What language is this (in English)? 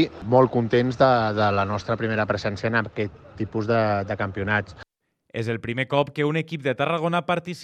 Catalan